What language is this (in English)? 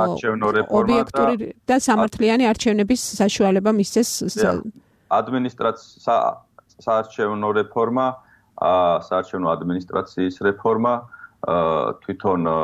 Georgian